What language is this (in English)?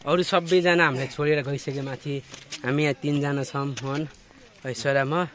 Nepali